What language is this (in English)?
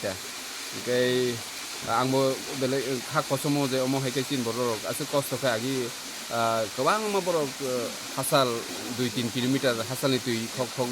Kok Borok